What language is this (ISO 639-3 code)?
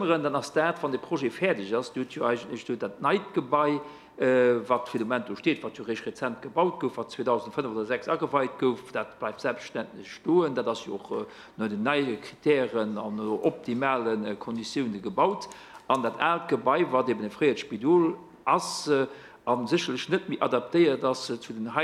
ltz